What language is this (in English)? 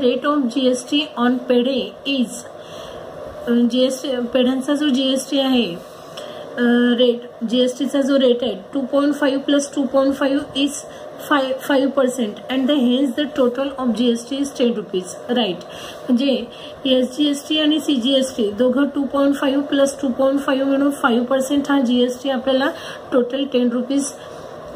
Marathi